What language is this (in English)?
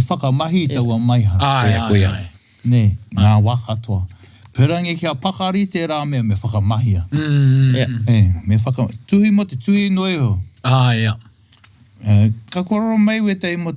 Māori